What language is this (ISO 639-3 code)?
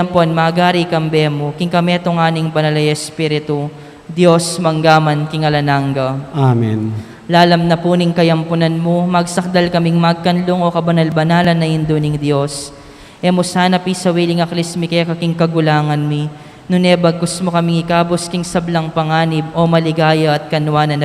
pam